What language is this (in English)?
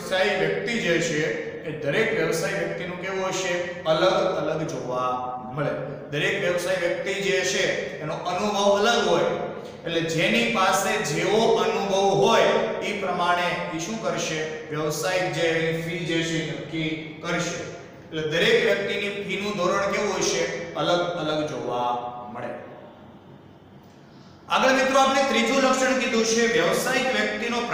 Gujarati